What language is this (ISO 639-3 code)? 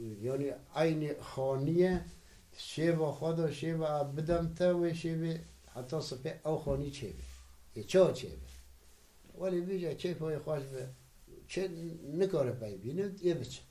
kur